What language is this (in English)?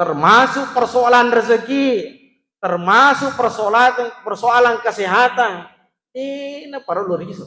Buginese